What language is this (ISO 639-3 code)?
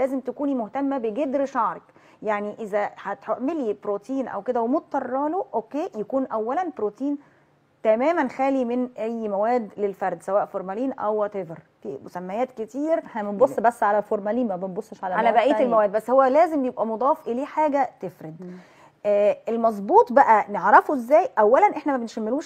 arz